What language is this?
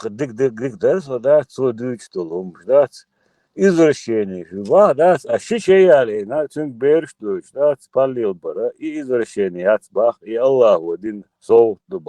Chechen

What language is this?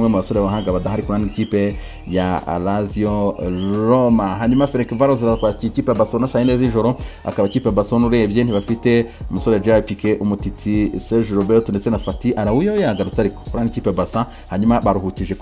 Kinyarwanda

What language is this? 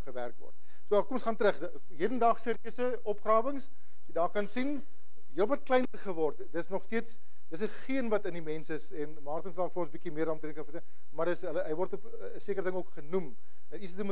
Afrikaans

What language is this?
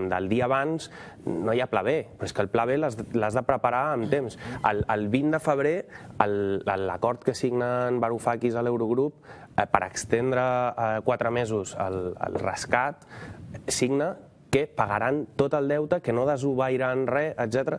Catalan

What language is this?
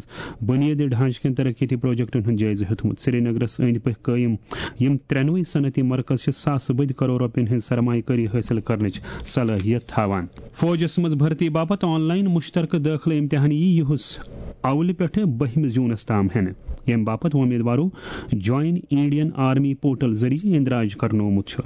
Kashmiri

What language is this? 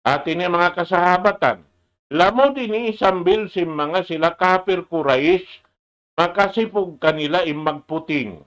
Tausug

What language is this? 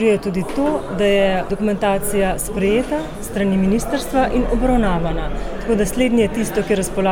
Slovenian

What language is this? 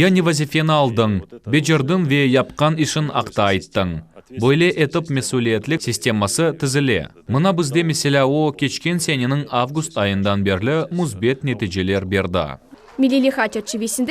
Crimean Tatar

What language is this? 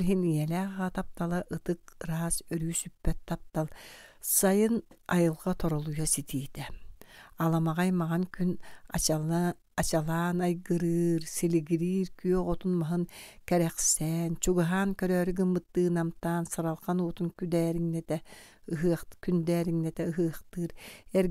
Yakut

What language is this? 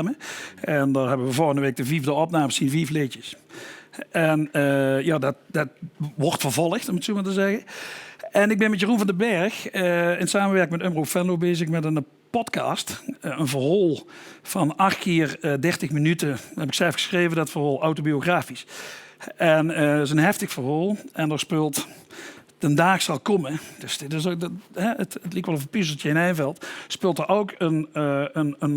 Limburgish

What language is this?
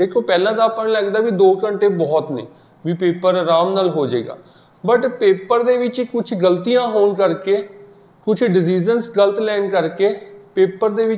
Punjabi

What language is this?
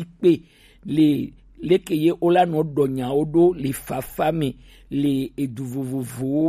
Gen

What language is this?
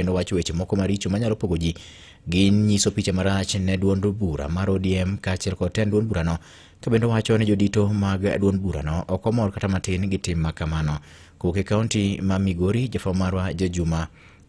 Luo (Kenya and Tanzania)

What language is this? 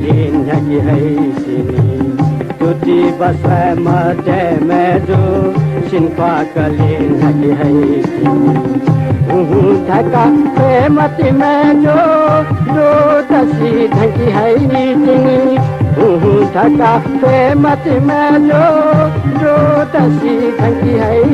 Newari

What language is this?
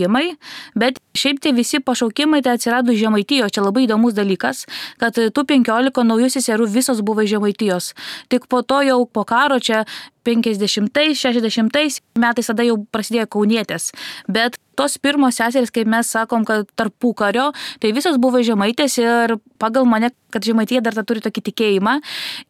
Lithuanian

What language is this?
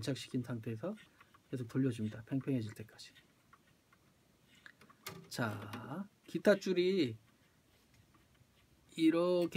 Korean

